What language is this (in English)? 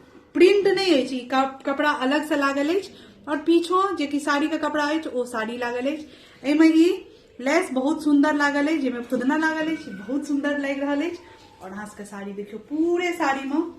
Maithili